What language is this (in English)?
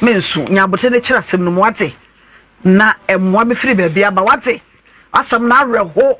Akan